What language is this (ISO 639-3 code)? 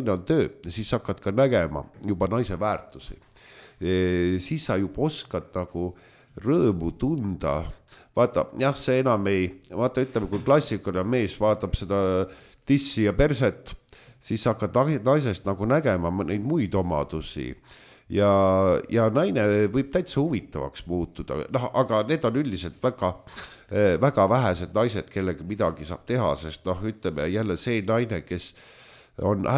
est